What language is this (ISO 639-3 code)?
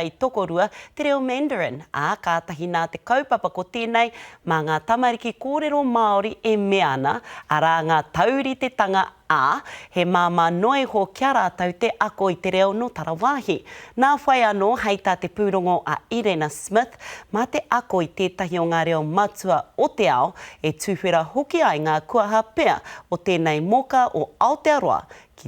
mri